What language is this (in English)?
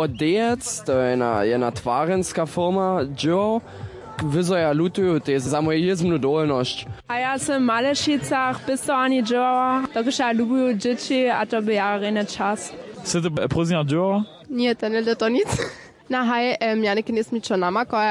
Upper Sorbian